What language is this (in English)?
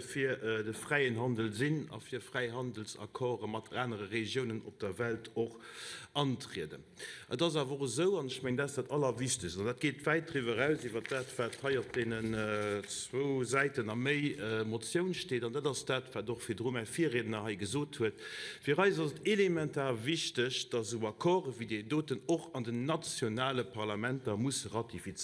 Luxembourgish